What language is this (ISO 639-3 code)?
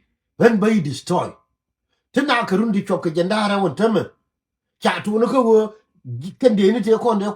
nus